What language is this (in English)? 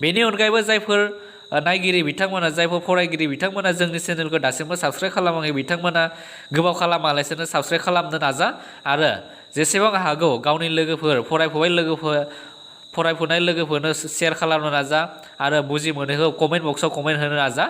Bodo